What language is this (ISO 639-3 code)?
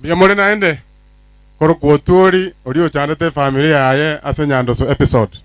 guz